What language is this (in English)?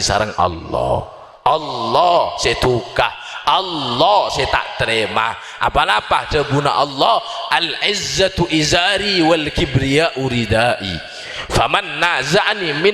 Madurese